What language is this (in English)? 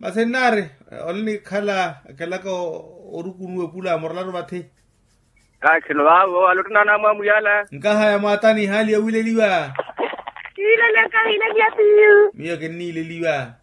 Makhuwa